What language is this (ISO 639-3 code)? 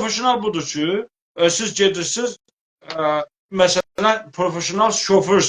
azb